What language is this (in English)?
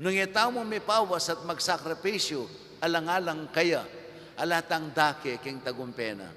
Pampanga